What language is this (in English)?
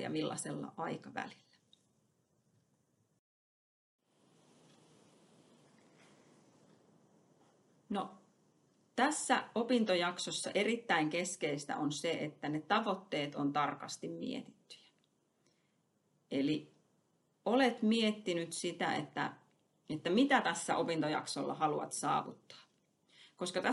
Finnish